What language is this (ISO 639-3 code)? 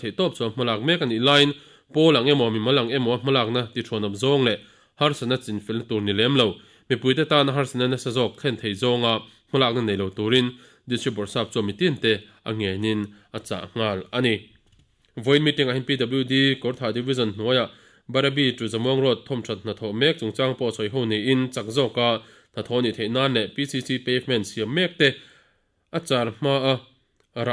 lus